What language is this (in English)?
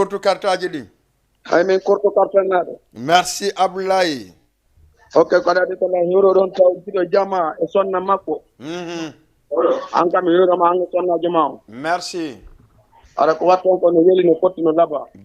Fula